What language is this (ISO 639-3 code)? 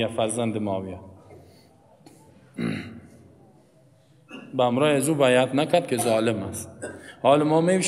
fas